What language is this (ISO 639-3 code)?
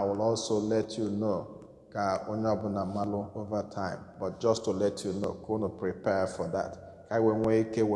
ibo